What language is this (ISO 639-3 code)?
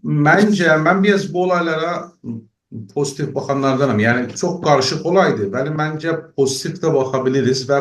azb